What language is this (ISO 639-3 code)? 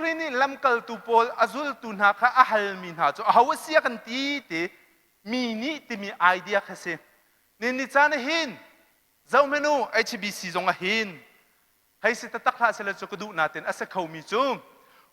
cnh